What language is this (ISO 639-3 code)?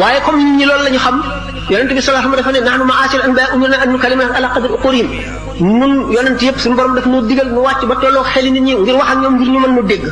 wol